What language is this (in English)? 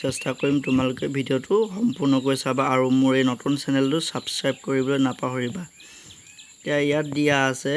Assamese